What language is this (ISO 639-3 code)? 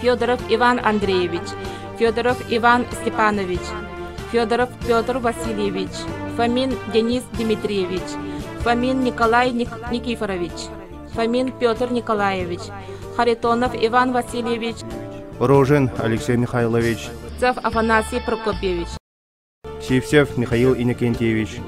sah